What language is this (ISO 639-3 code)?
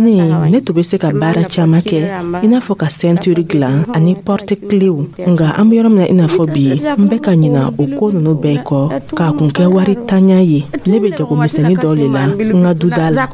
dyu